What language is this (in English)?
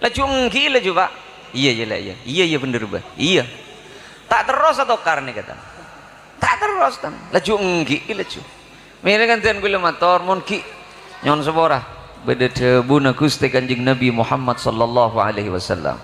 Madurese